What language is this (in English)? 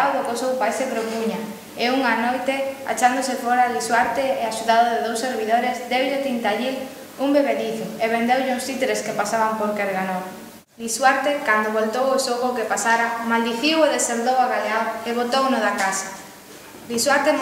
Galician